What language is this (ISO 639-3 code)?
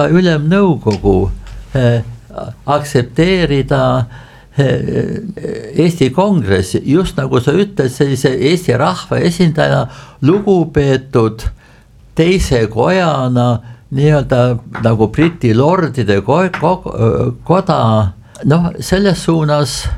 est